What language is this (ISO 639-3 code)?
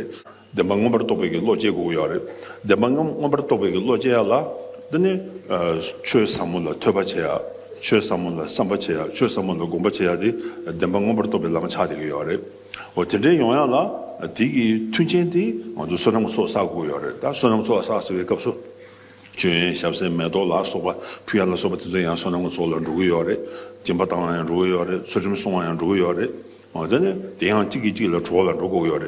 bod